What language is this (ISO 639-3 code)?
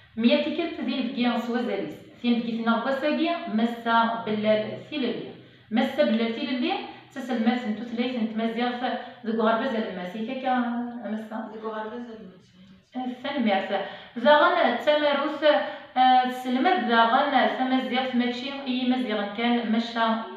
kab